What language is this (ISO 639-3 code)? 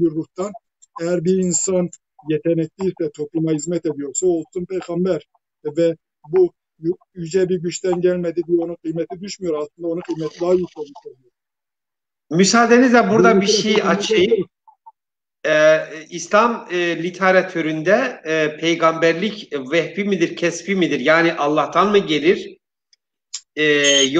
tur